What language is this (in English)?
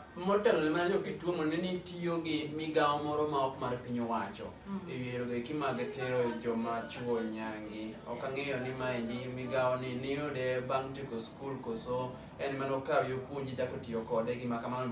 Luo (Kenya and Tanzania)